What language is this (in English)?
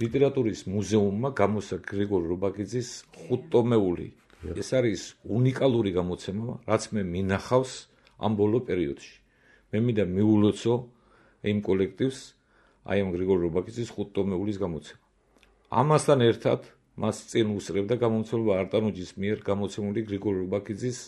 Georgian